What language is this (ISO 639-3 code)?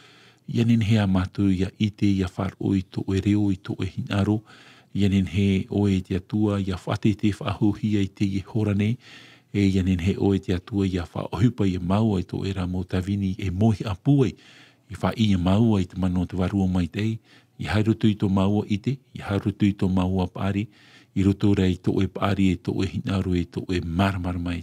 tah